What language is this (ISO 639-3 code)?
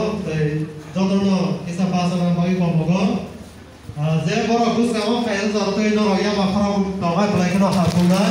trp